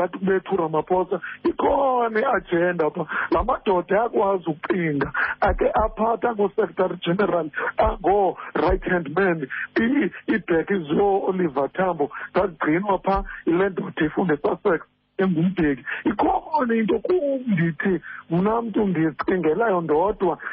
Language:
Xhosa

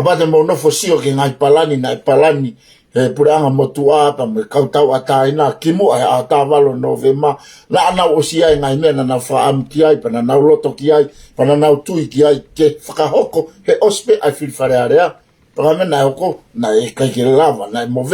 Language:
Tongan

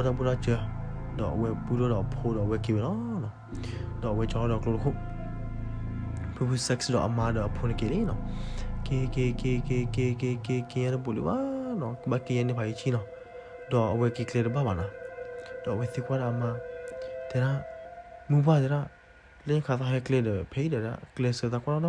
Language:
S'gaw Karen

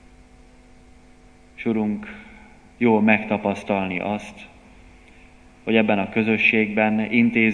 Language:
Hungarian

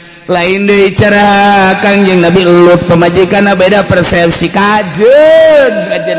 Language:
Sundanese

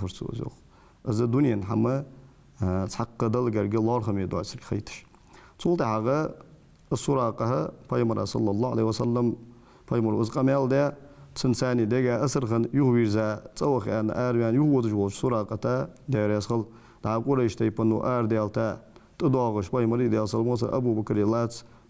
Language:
Ingush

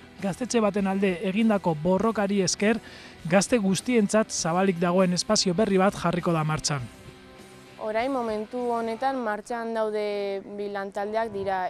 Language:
Basque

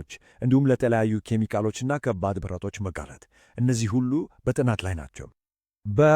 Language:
Amharic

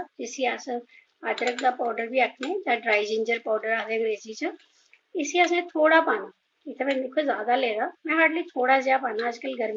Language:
Dogri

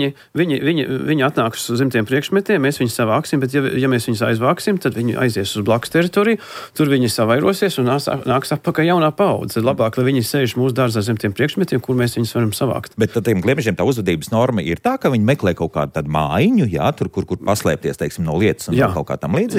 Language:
Latvian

